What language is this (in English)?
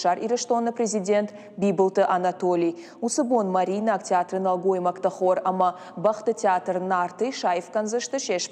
Ossetic